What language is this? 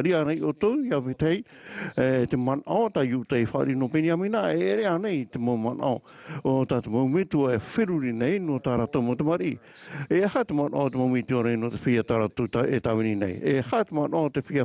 Tahitian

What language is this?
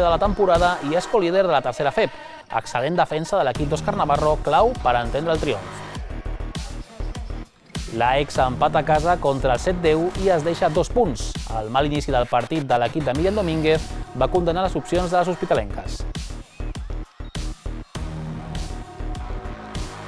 Catalan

